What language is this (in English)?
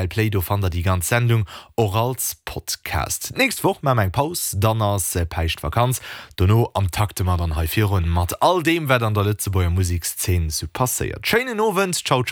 Luxembourgish